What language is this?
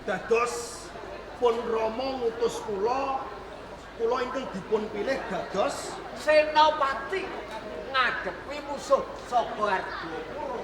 Javanese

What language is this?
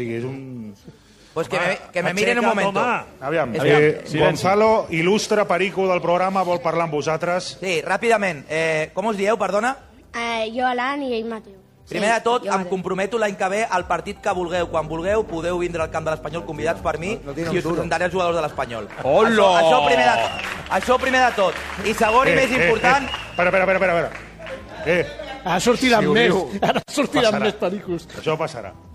Catalan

